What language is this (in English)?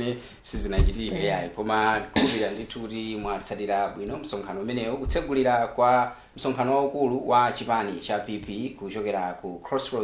Nyanja